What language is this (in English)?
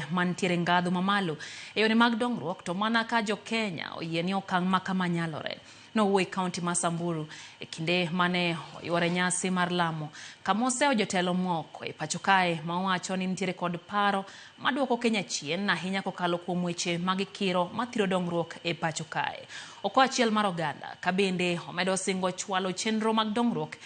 Luo (Kenya and Tanzania)